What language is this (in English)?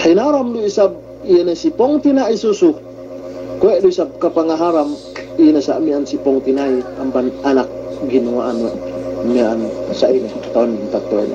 Yakan